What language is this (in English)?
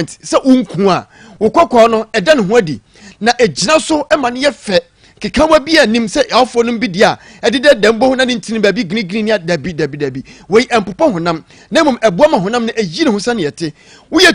Akan